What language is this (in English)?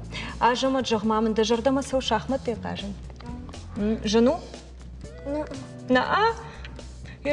Ossetic